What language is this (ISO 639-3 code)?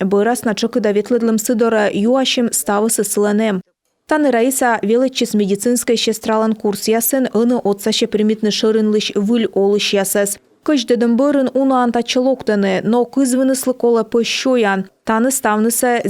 kom